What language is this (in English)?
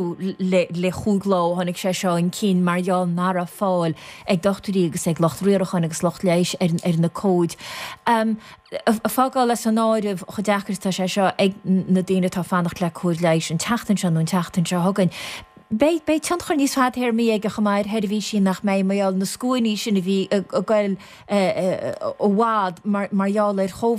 Irish